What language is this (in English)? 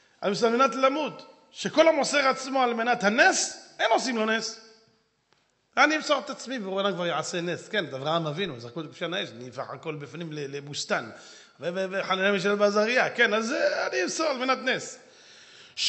Hebrew